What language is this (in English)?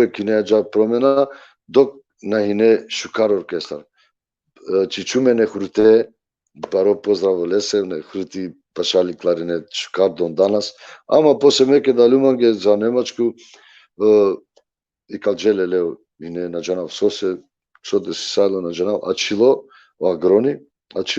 Balkan Romani